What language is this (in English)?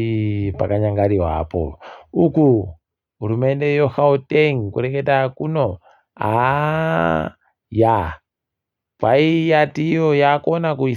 Ndau